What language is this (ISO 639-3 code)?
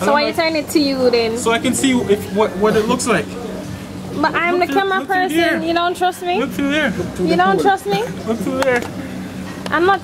jam